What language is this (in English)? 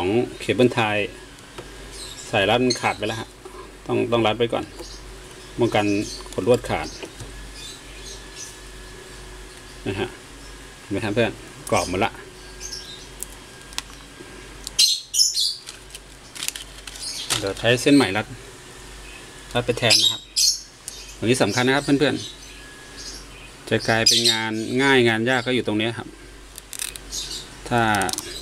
Thai